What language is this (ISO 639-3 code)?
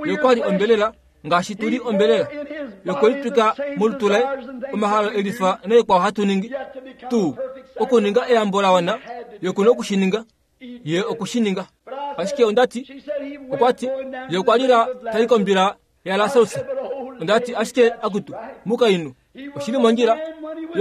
kua